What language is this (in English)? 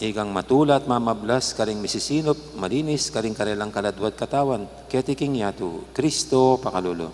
Pampanga